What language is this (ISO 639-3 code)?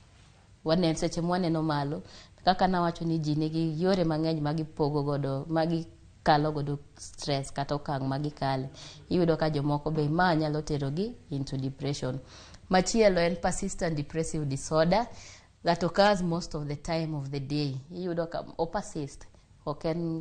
luo